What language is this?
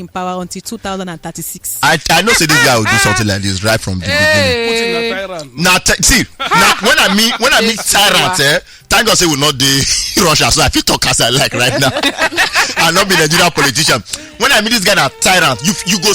Nigerian Pidgin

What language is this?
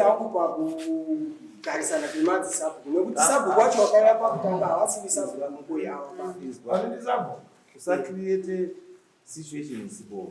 Shona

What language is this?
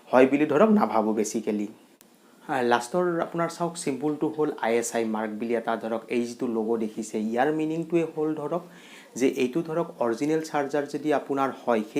Assamese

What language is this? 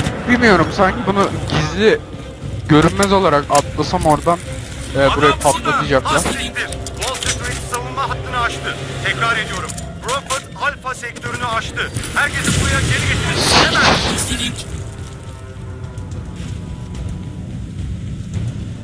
Turkish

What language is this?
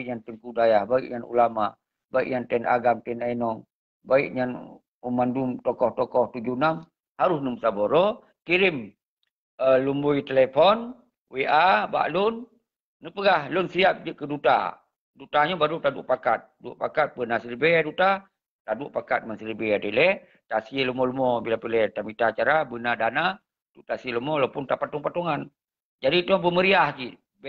Achinese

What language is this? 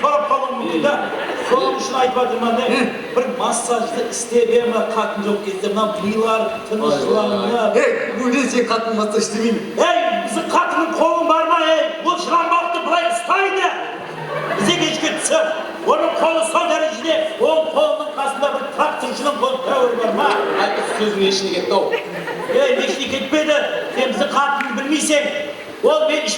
Kara-Kalpak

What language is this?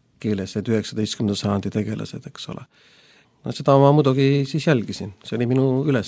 Estonian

